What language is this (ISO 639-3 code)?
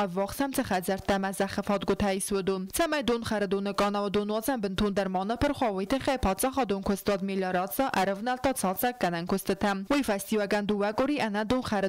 oss